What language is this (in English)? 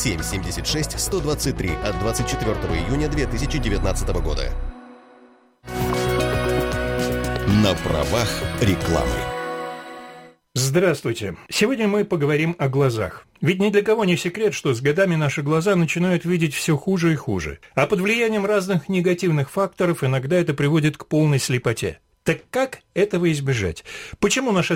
Russian